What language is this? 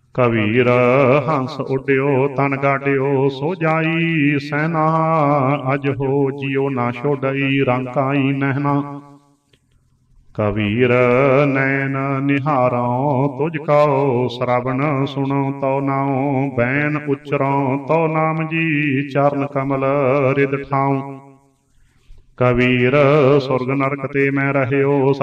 Punjabi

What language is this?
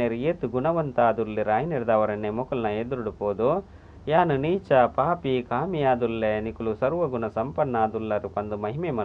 Tulu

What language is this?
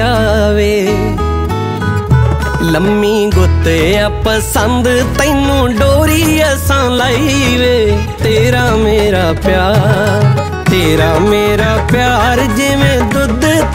Punjabi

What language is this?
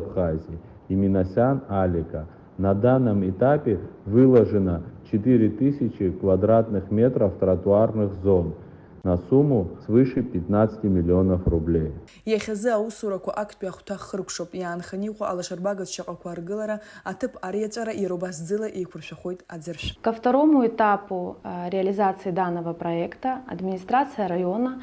Abkhazian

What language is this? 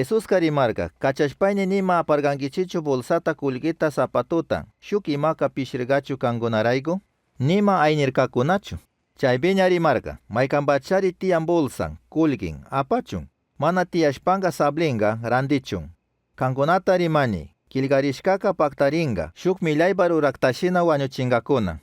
Chimborazo Highland Quichua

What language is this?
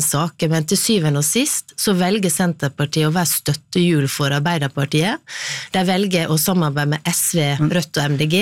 Norwegian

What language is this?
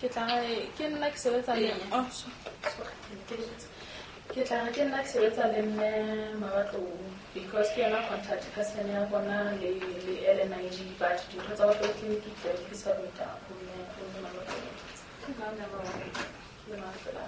Southern Sotho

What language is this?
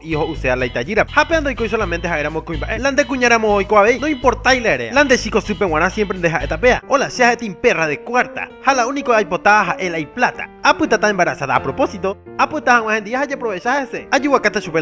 Guarani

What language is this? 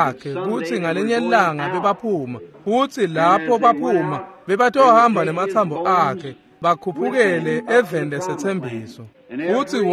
Swati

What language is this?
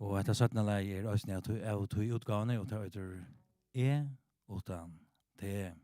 Faroese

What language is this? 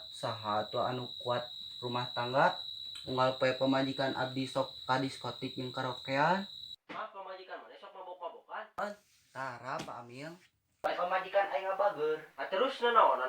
Sundanese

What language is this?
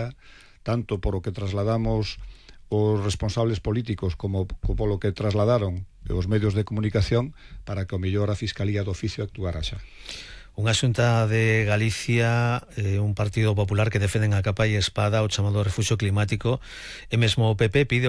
Galician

